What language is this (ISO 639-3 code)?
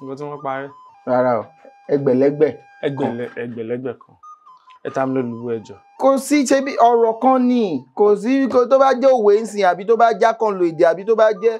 yor